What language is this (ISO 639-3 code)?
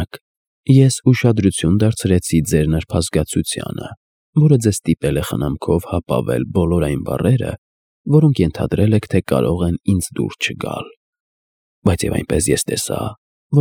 hye